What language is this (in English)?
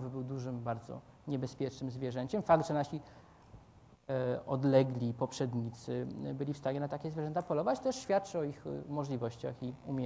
Polish